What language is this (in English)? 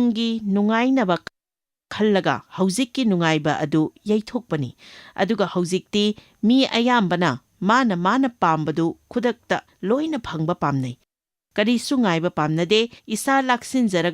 Manipuri